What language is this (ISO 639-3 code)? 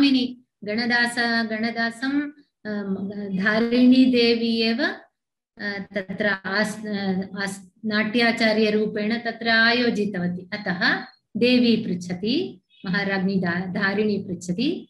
san